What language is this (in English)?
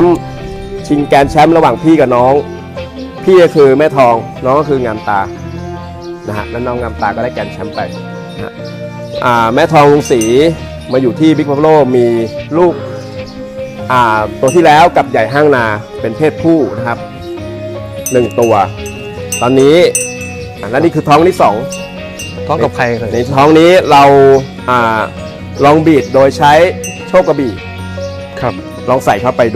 Thai